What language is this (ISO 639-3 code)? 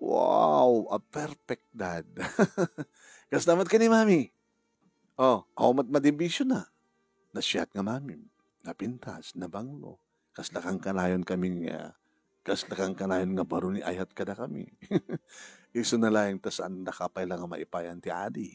ilo